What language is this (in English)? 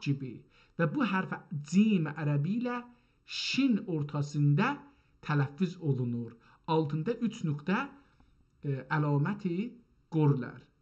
South Azerbaijani